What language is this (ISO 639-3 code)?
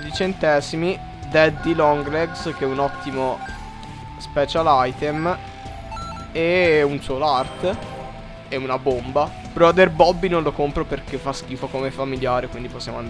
ita